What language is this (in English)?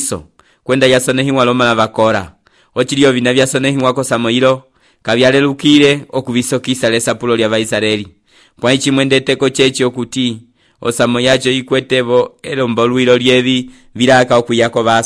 Umbundu